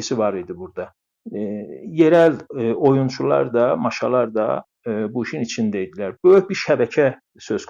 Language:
South Azerbaijani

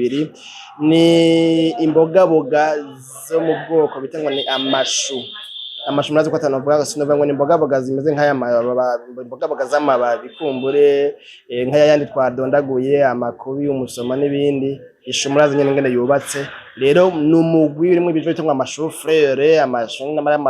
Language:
Rundi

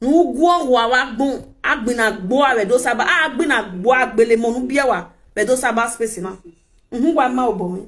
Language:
Nigerian Pidgin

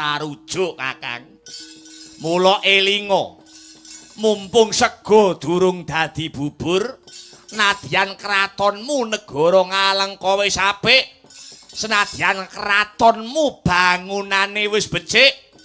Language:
Javanese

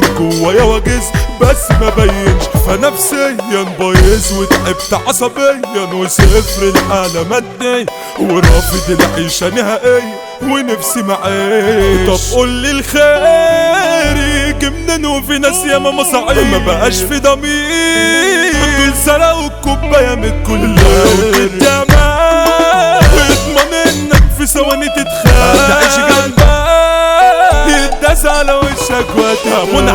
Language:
Egyptian Arabic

